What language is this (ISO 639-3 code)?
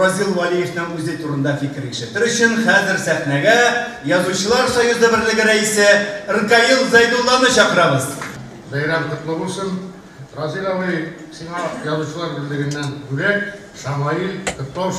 tat